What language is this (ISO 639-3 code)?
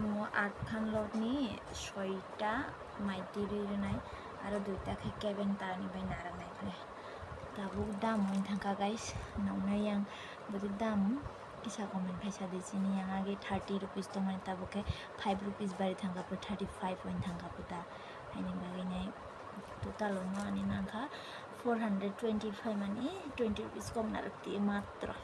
trp